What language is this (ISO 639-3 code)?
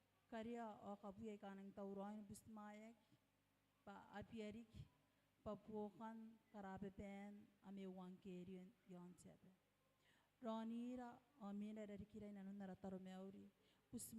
gil